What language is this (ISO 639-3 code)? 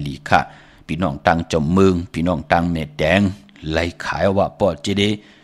shn